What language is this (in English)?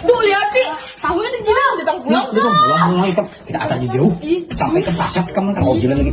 Banjar